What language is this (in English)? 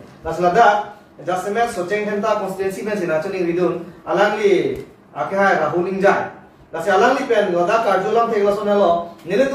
Karbi